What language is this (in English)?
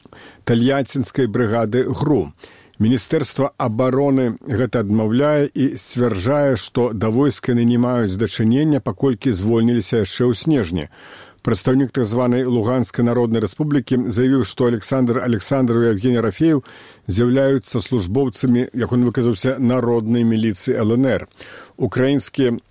Belarusian